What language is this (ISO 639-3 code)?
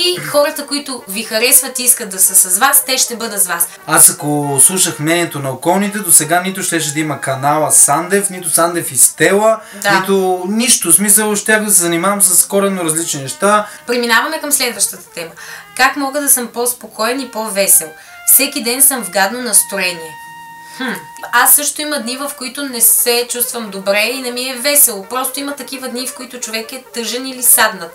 bul